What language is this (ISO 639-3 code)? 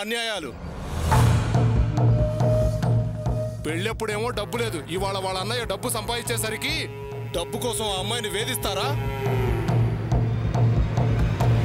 tel